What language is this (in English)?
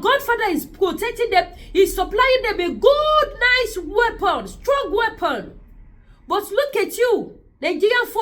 Yoruba